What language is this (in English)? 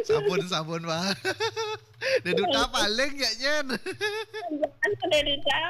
Balinese